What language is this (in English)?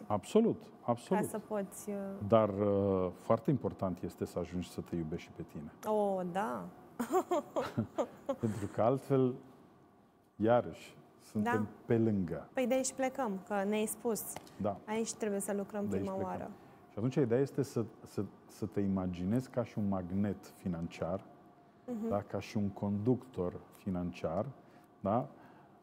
Romanian